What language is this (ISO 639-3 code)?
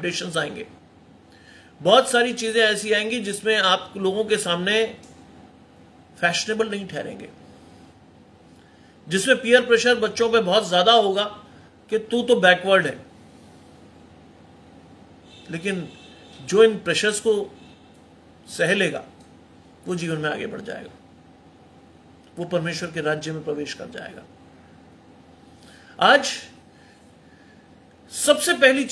hin